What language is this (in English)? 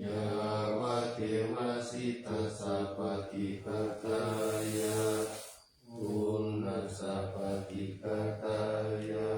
Pali